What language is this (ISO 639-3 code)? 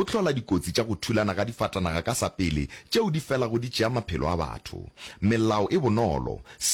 nso